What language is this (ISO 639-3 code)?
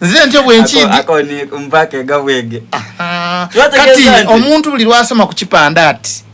xog